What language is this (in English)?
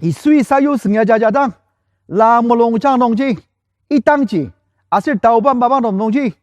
Ao Naga